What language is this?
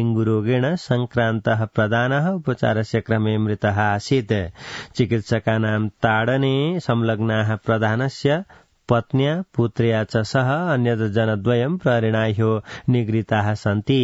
Sanskrit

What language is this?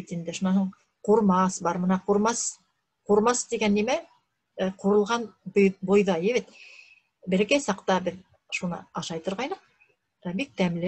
Bashkir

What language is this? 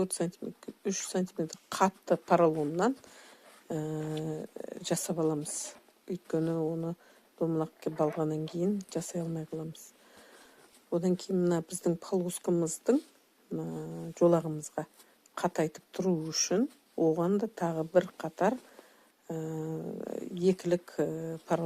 Kazakh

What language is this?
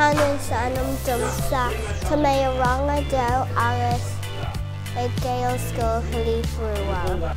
Irish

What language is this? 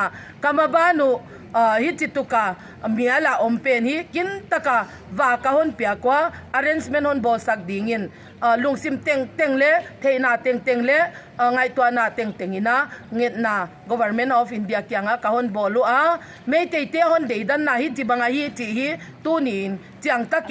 Paite Chin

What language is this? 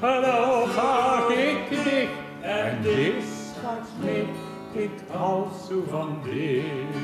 Limburgish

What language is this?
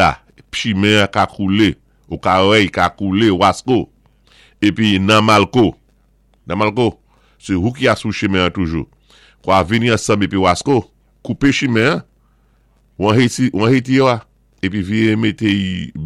Saint Lucian Creole French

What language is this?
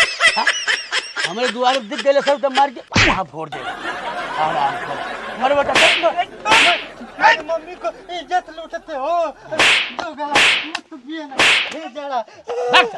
Bhojpuri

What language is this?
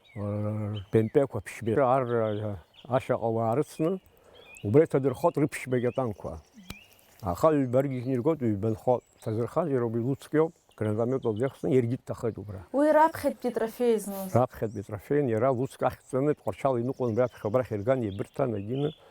Abkhazian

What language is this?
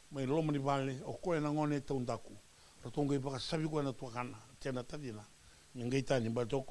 Fijian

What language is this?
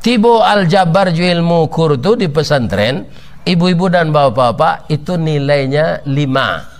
Minangkabau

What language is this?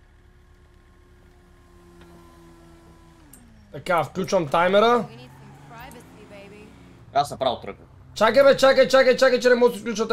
Bulgarian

